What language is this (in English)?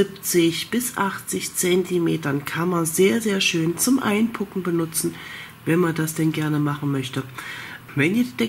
German